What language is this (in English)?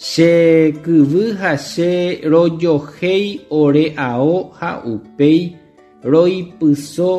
Guarani